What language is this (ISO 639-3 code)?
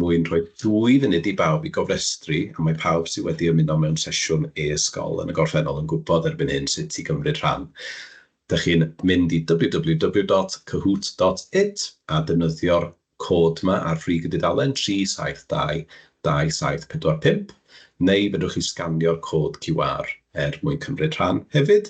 cym